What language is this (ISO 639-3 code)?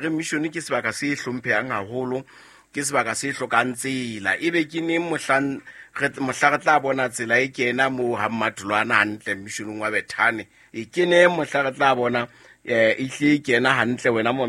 sot